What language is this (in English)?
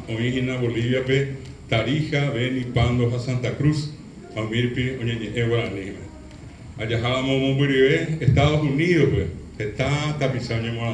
Guarani